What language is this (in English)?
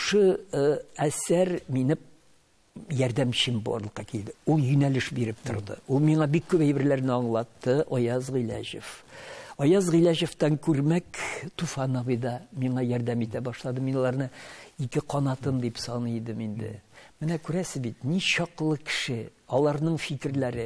Tatar